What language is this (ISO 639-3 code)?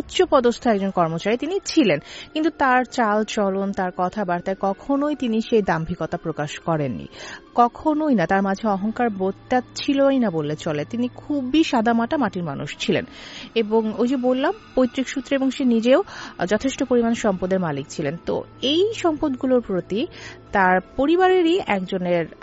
ben